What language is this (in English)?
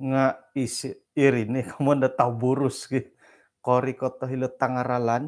Central Dusun